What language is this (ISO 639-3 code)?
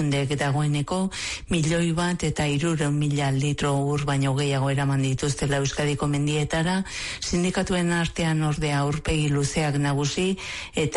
eus